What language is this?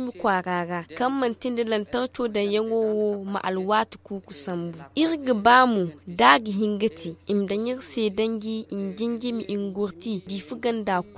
Zarma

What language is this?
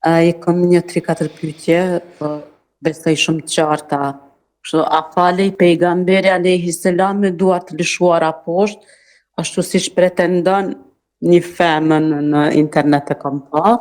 Albanian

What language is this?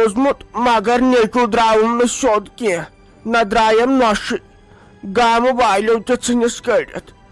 Kashmiri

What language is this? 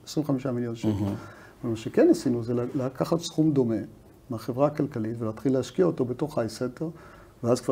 Hebrew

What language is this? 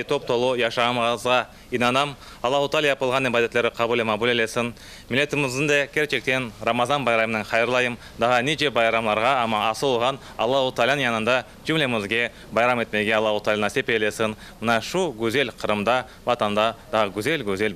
Crimean Tatar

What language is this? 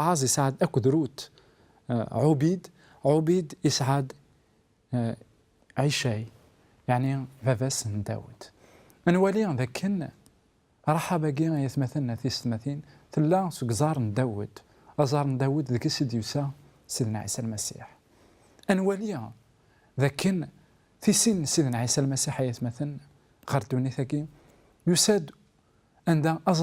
Kabyle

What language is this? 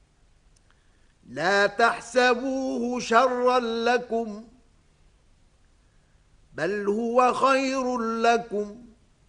Arabic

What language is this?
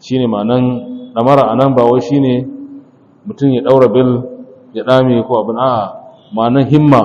Hausa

